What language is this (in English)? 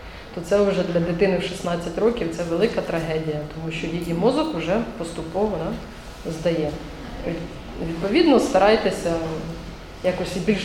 Ukrainian